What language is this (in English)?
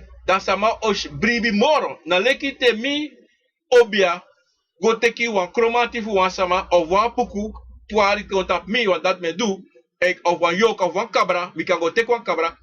Sranan Tongo